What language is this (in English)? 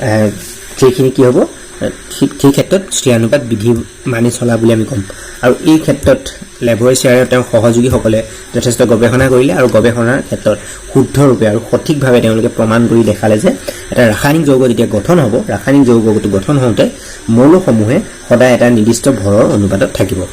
Assamese